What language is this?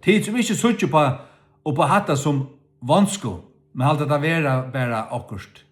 Faroese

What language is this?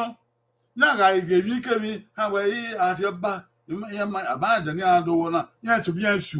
Bini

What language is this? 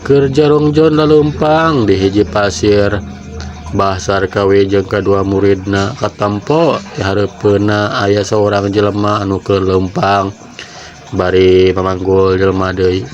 Sundanese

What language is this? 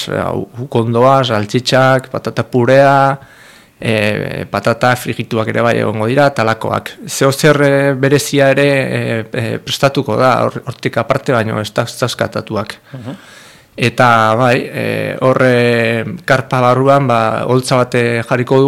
Basque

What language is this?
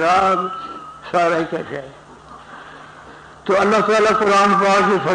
Urdu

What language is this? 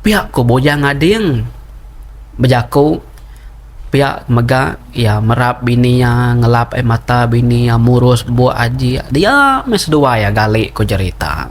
Iban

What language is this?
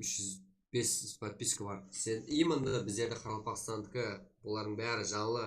Kara-Kalpak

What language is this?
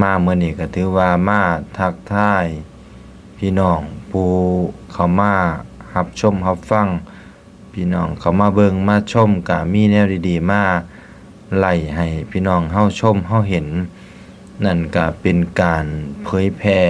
Northeastern Thai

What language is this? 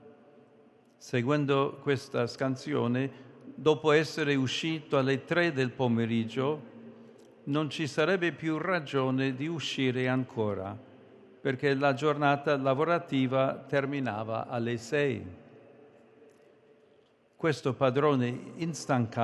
Italian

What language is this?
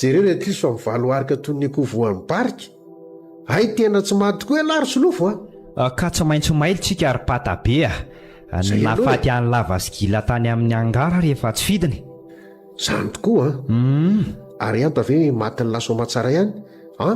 Malagasy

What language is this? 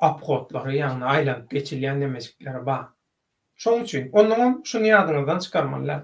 Turkmen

